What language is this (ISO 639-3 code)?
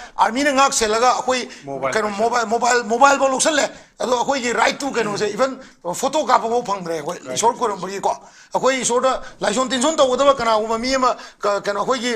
mni